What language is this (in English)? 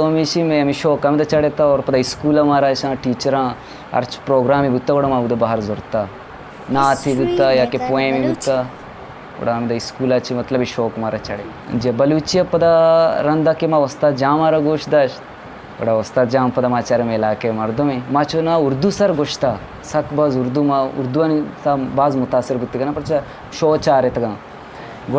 Eastern Balochi